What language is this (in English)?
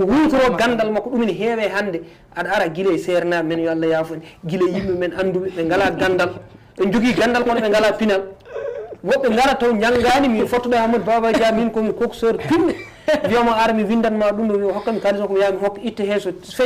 Fula